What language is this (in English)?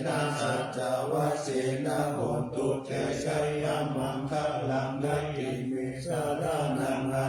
Pali